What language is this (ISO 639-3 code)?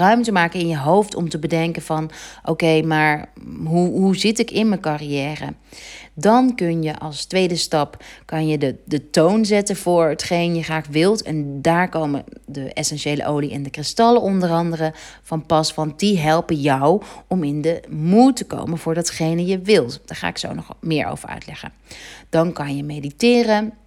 nld